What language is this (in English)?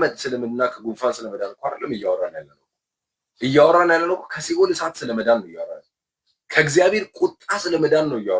Amharic